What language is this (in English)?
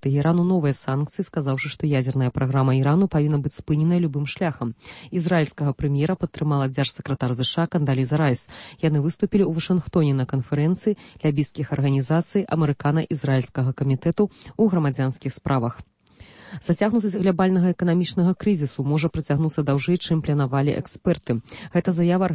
Belarusian